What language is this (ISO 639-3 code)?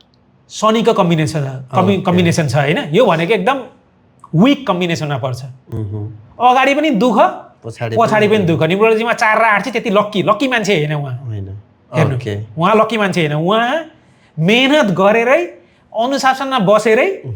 nep